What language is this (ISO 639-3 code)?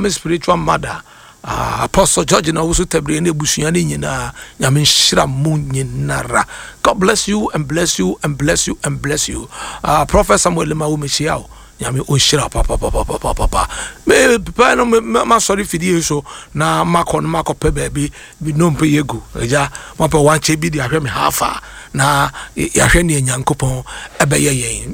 aka